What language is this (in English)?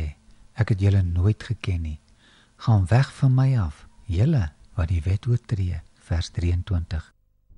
Afrikaans